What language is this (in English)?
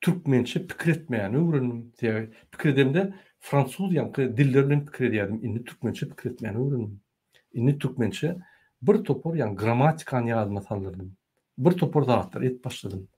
Turkmen